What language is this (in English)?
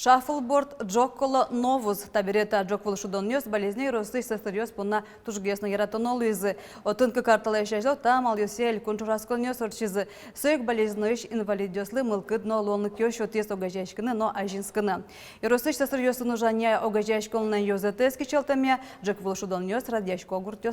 Udmurt